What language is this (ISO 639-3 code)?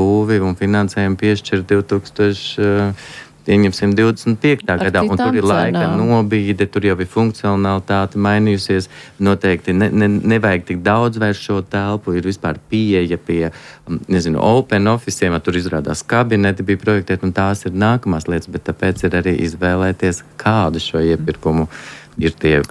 lav